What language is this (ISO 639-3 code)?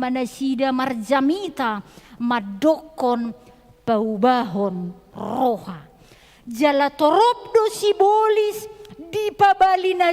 bbc